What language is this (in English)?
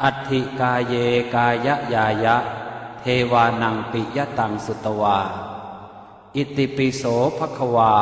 Pali